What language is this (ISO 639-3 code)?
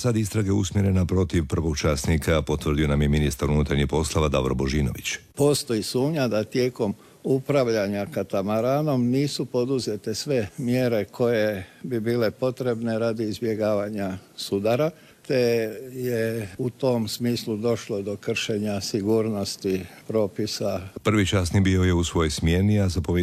hrv